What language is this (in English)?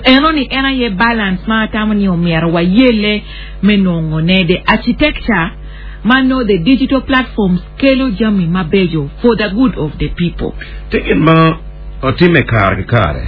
Acoli